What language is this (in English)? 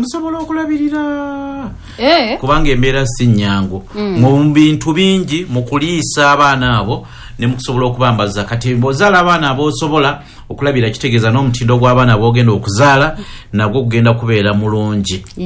Ganda